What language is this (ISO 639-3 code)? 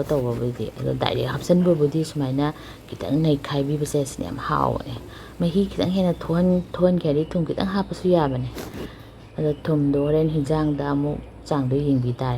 mni